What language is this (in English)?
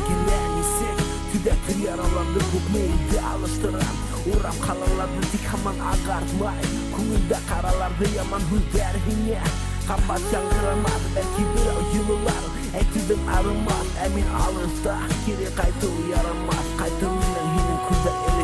Bashkir